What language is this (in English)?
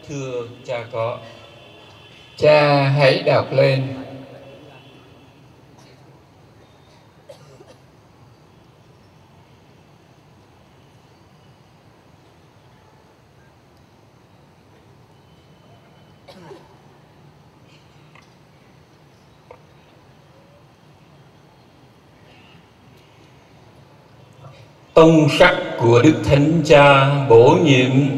Vietnamese